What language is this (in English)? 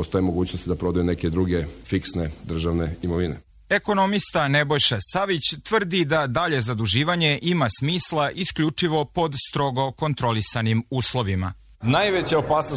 Serbian